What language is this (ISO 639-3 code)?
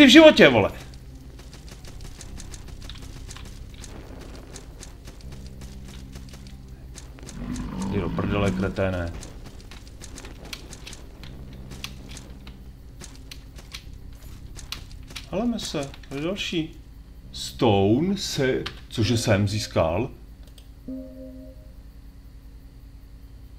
ces